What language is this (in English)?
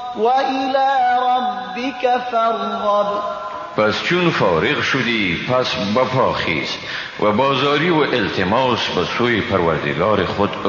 Persian